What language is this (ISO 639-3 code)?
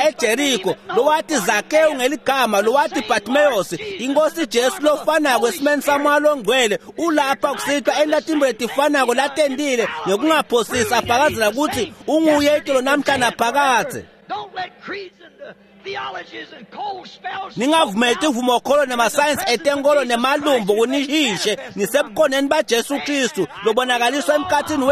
ssw